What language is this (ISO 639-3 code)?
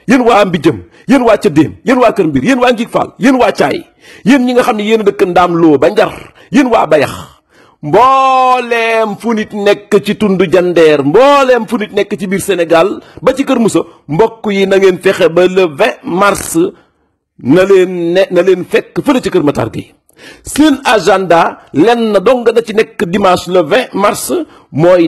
wol